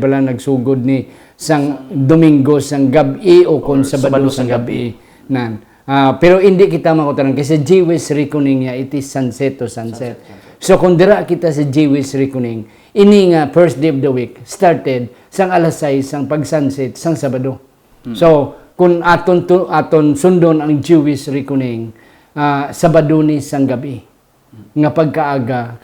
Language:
Hiligaynon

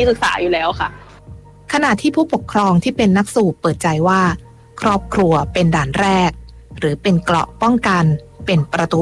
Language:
Thai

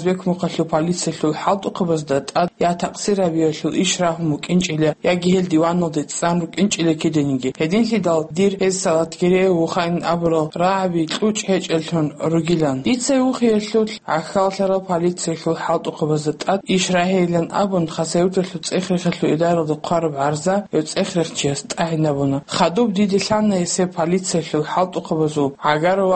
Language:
Avaric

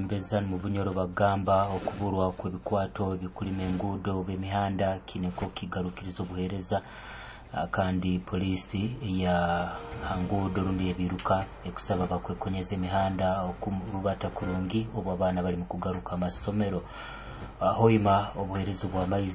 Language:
Nyoro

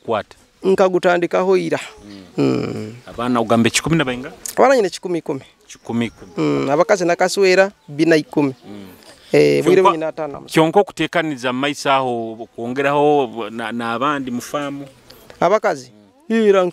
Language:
Nyoro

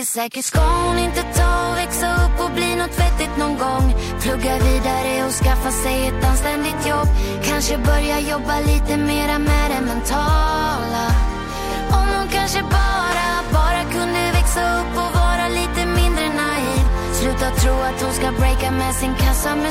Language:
Swedish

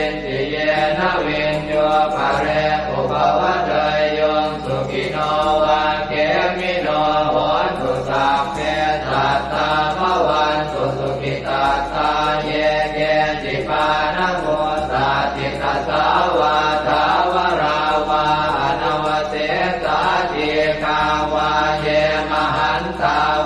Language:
Pali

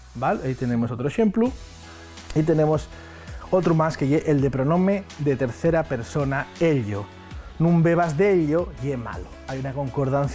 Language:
Asturian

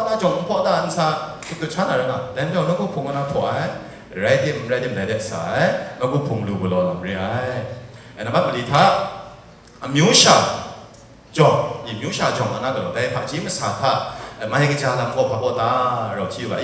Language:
Kachin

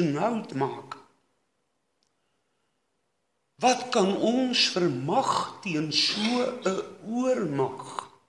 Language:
Afrikaans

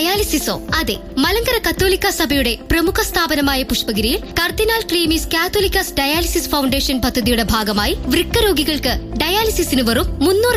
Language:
Malayalam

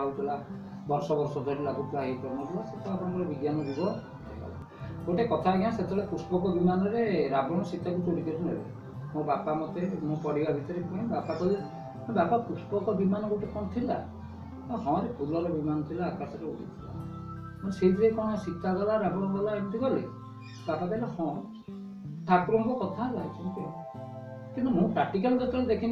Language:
Odia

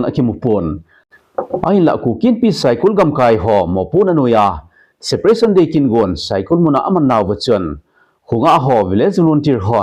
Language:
Thado Chin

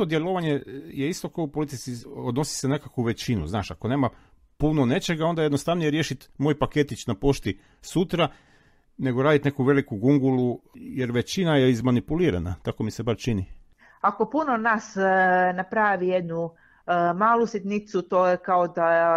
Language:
Croatian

